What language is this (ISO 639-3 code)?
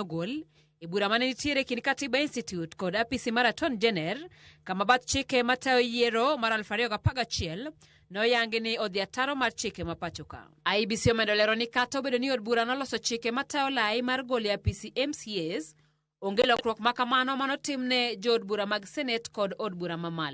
luo